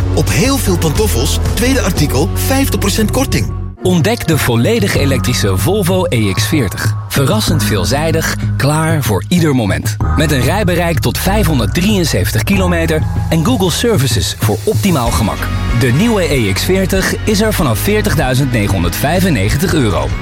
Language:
Dutch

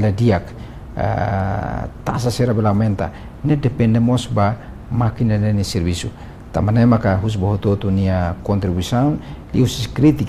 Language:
Tetum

